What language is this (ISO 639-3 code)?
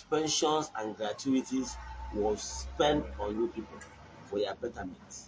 ibo